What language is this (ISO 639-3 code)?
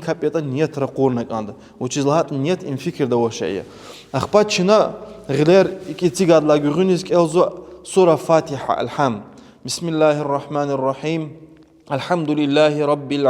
lez